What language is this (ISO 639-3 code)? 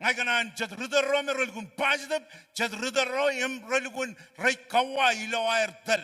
mah